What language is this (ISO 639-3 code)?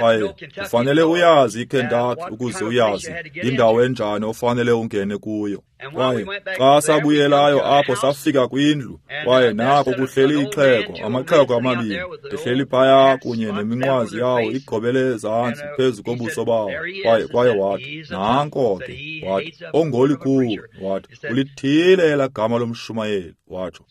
xho